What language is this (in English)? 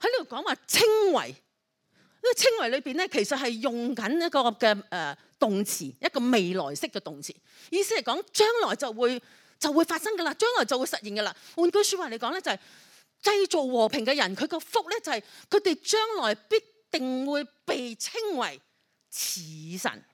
Cantonese